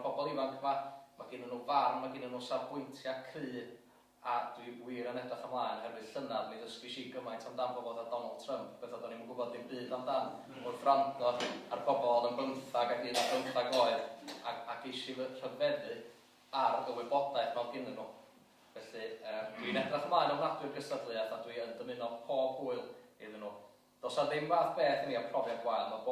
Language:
Welsh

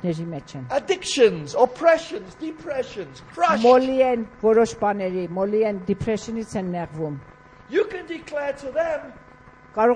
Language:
Armenian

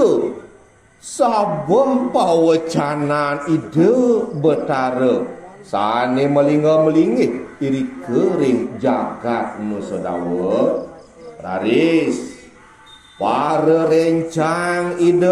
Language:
Balinese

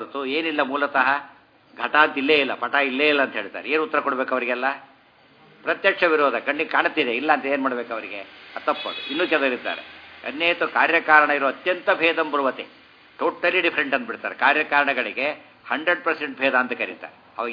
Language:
Kannada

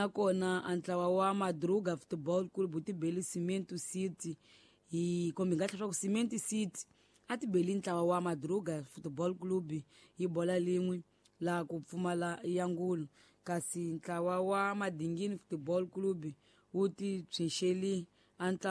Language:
Tsonga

